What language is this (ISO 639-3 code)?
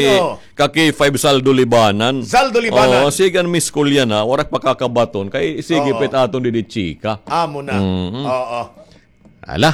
war